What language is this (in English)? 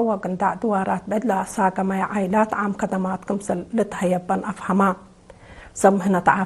Tigre